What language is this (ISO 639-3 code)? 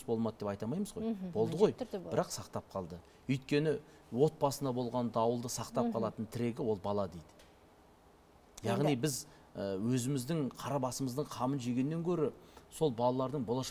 kaz